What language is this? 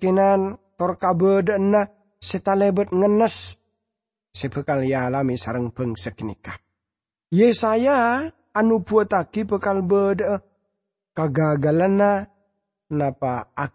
Madurese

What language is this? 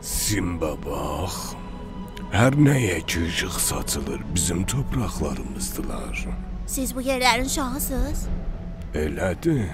South Azerbaijani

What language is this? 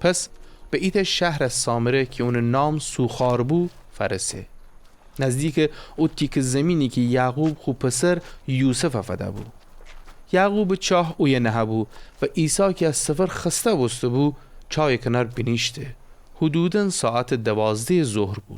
Gilaki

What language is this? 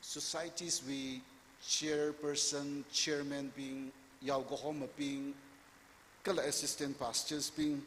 Tangkhul Naga (India)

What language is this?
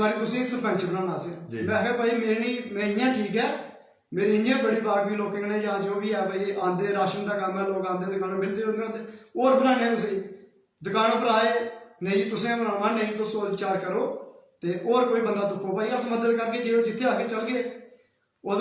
Dogri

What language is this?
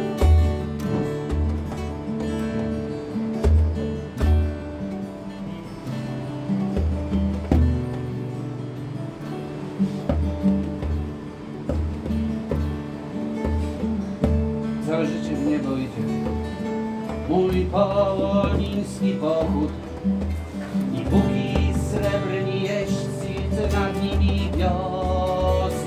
Polish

